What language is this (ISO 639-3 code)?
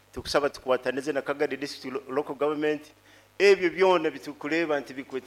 nyo